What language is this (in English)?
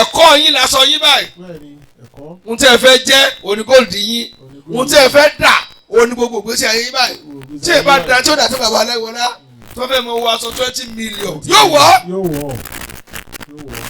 Yoruba